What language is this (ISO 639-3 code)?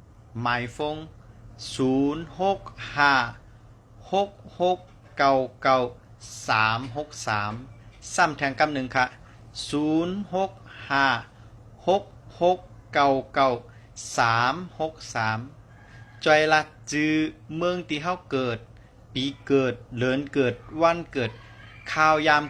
shn